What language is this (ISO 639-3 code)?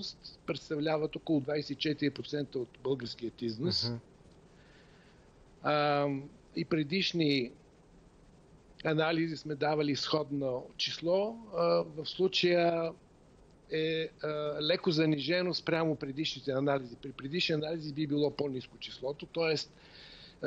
bul